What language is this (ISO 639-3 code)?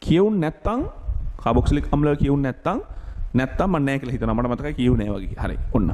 sin